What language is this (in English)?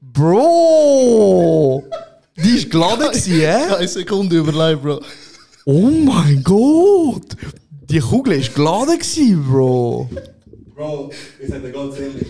Swiss German